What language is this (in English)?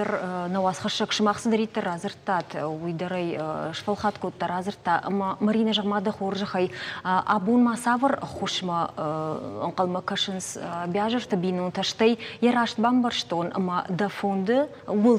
Ossetic